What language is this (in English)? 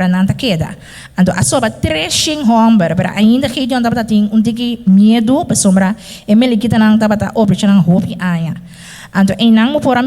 Papiamento